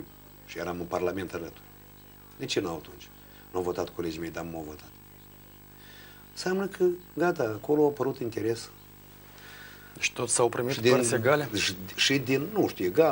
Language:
Romanian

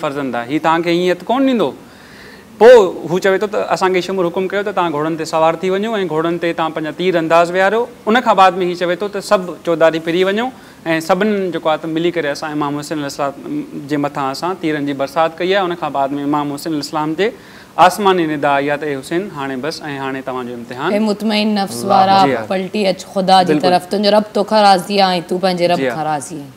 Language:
Sindhi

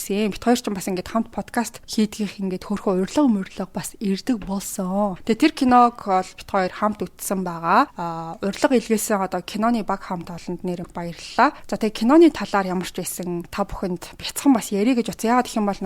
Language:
Mongolian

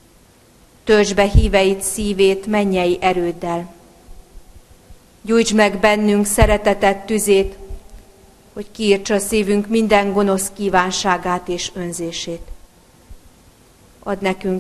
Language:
Hungarian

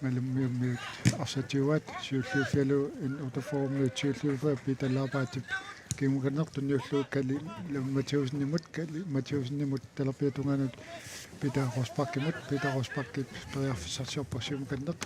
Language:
Kalaallisut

